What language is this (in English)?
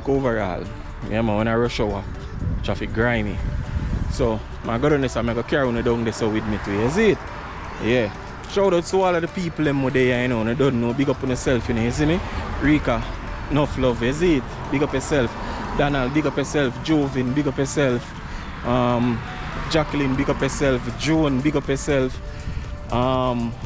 Jamaican Creole English